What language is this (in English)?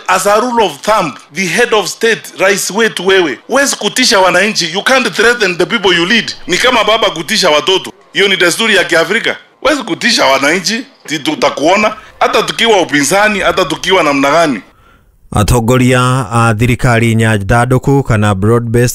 Kikuyu